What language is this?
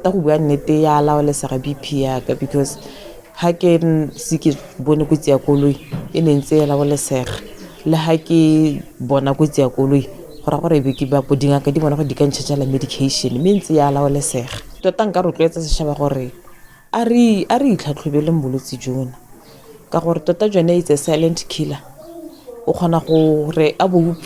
Tswana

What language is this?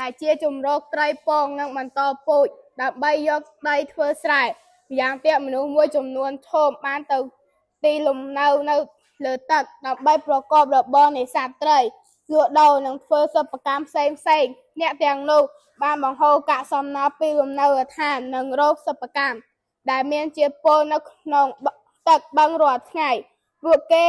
Khmer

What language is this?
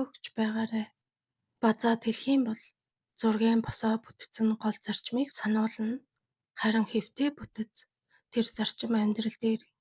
Mongolian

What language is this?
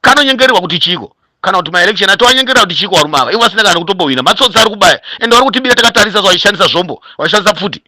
Shona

